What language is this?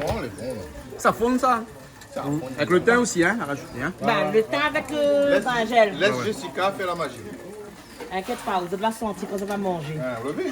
Réunion Creole French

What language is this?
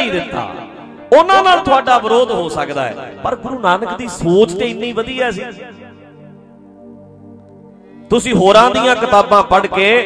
Punjabi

